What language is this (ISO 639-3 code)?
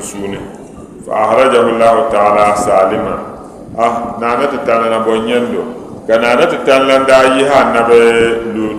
dag